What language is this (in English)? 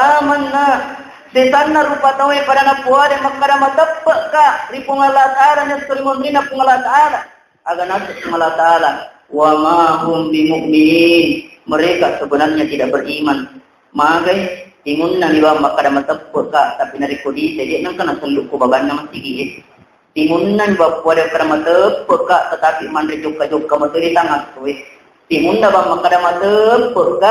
Buginese